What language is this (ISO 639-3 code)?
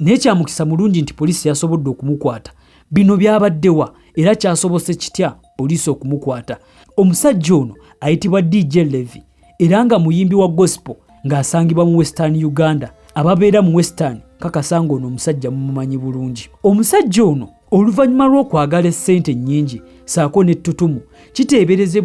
lug